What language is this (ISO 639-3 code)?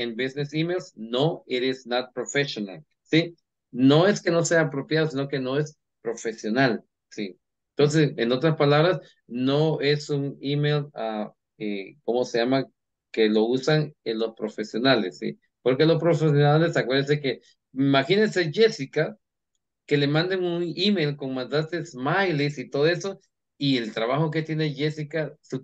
spa